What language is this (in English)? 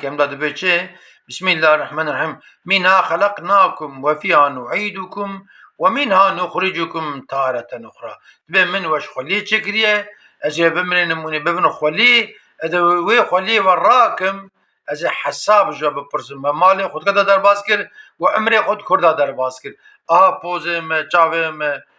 Kurdish